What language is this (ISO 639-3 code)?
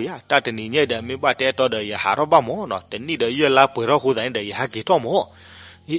ksw